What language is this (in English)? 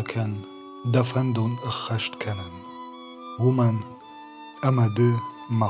Ossetic